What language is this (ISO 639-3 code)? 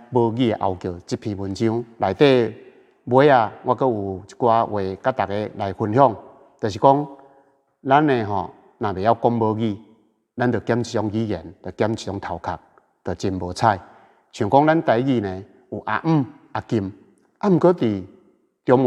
nan